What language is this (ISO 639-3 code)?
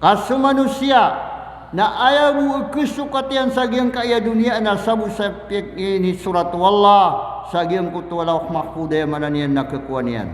mrw